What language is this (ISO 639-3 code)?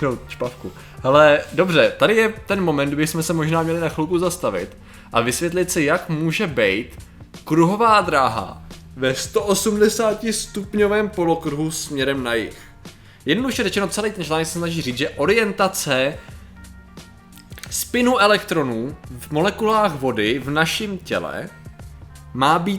ces